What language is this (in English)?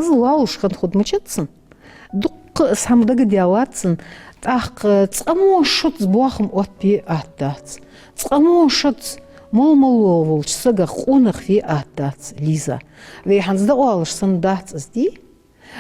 Ingush